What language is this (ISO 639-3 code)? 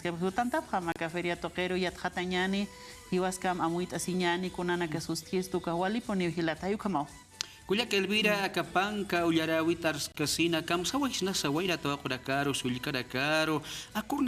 aym